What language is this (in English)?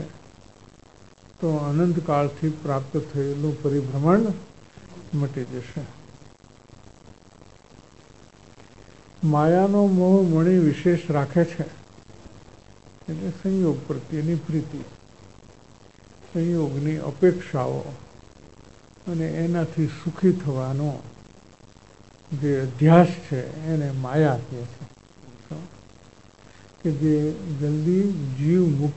Gujarati